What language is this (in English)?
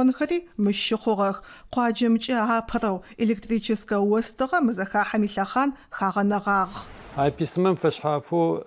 Adyghe